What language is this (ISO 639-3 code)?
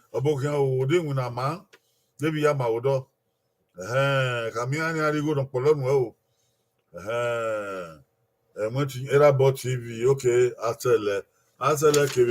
bin